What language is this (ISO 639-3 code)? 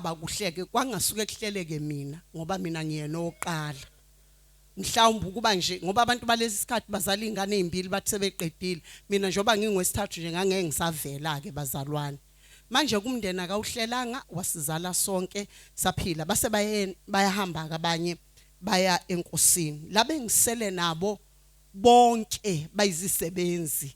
zul